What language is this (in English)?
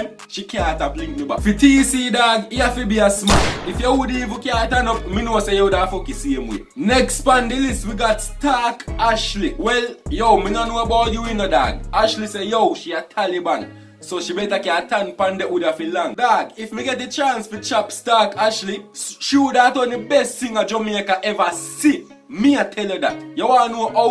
Jamaican Creole English